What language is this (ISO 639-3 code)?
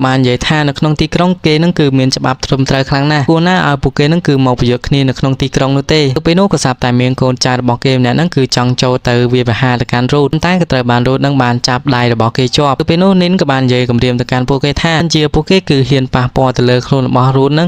khm